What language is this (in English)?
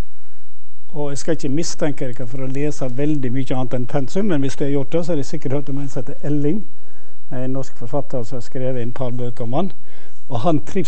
Norwegian